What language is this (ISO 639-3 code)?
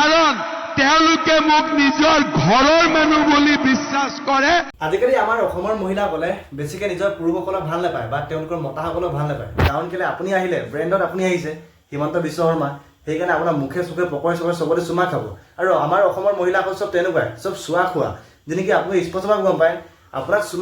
asm